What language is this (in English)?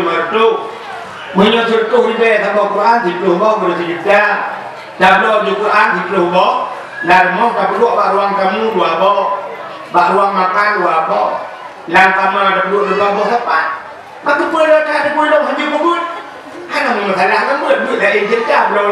Achinese